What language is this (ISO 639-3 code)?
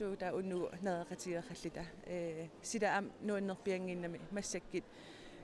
kal